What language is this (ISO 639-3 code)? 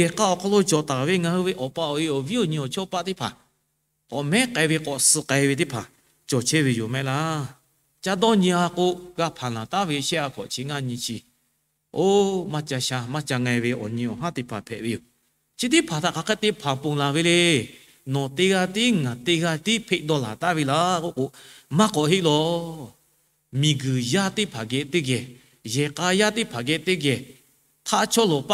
lhu